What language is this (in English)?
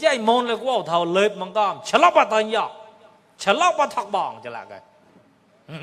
Mon